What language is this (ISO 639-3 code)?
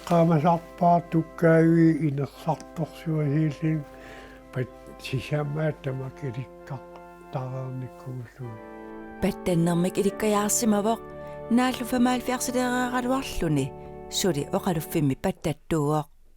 kal